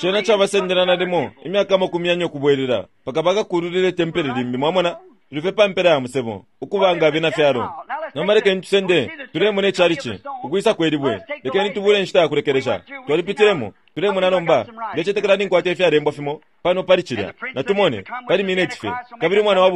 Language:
Bemba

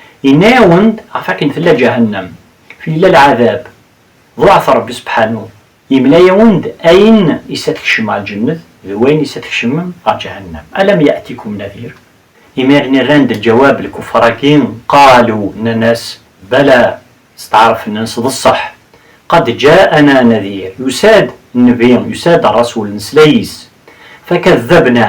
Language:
Kabyle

